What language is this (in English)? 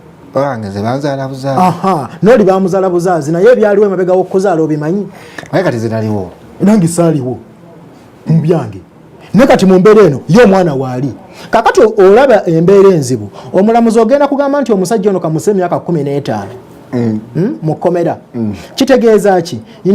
Ganda